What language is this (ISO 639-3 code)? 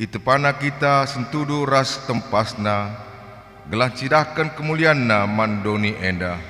btx